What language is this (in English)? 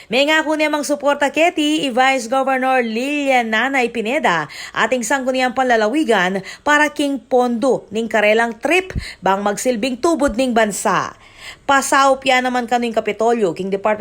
Pampanga